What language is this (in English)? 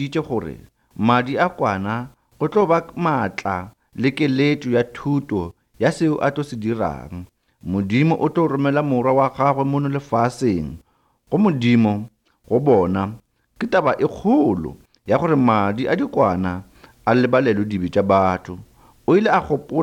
Northern Sotho